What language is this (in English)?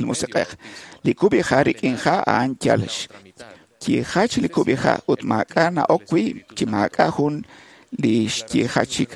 Kekchí